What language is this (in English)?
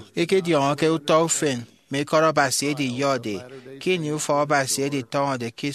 Efik